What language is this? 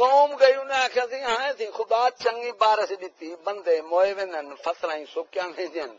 Saraiki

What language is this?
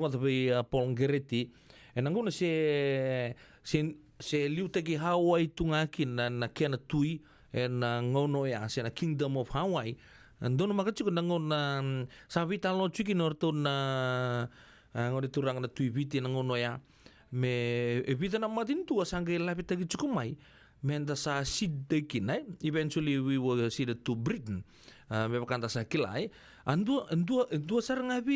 Fijian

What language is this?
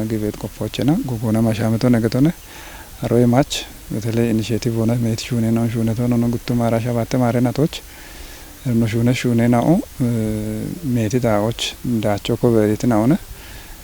Kafa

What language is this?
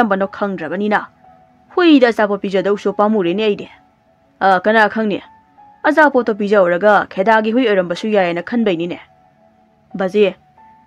Manipuri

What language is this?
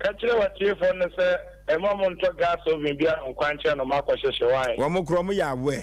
Akan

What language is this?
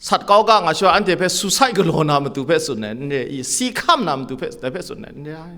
Kachin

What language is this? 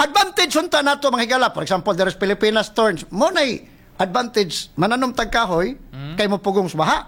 Cebuano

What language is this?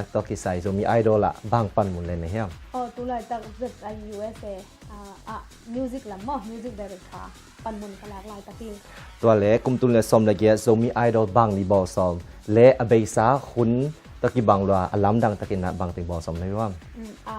Tedim Chin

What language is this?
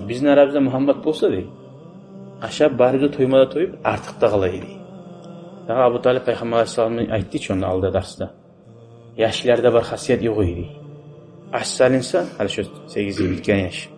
Kumyk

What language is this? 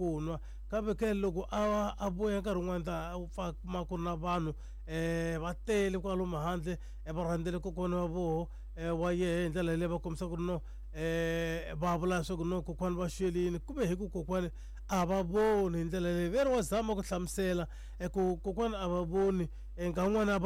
Tsonga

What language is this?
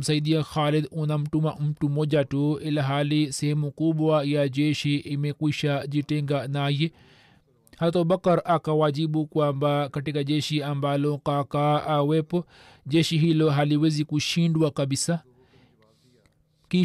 Swahili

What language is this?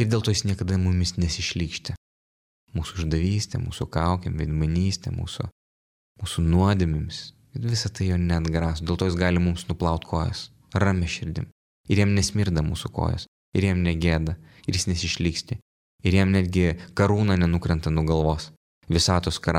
Lithuanian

